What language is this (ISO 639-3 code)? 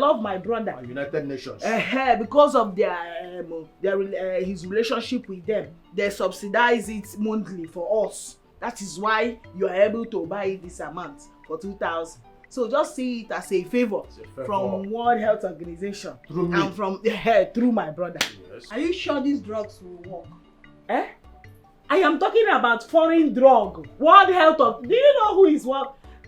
pcm